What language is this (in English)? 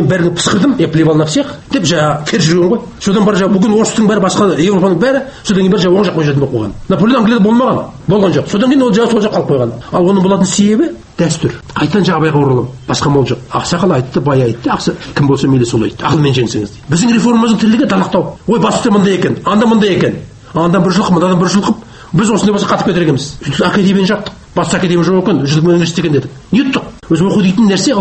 Kazakh